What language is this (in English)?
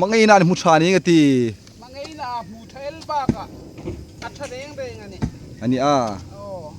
Hmar